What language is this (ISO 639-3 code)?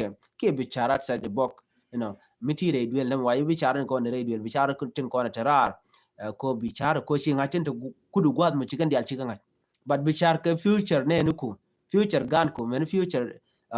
nus